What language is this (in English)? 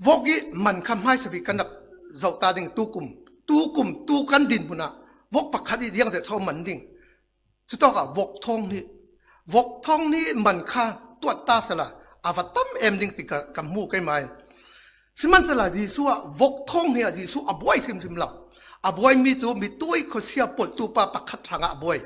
Falam Chin